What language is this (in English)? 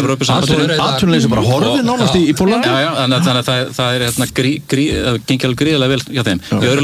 Icelandic